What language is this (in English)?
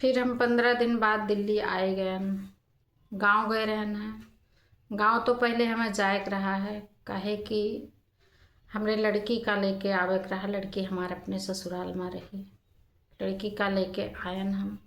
Awadhi